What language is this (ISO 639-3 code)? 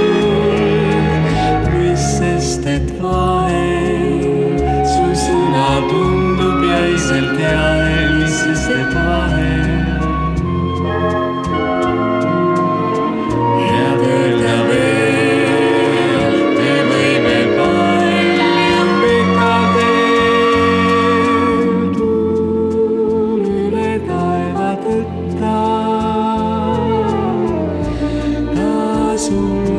est